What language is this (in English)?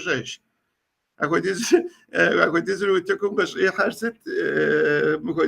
Kabardian